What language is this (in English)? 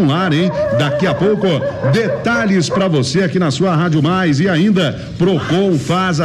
Portuguese